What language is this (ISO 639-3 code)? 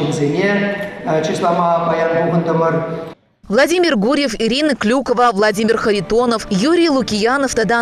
chv